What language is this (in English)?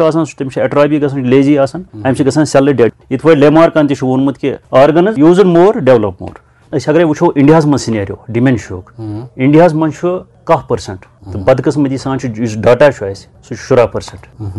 Kashmiri